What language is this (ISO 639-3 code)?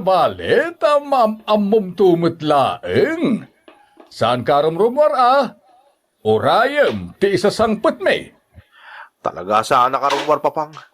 ilo